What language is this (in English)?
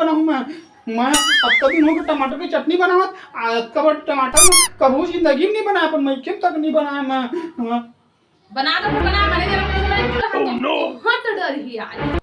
Chhattisgarhi